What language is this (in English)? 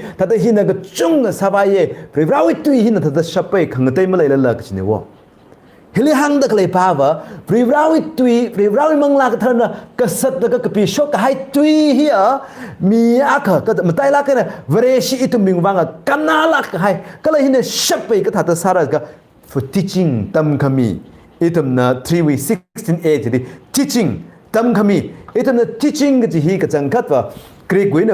Tangkhul Naga (India)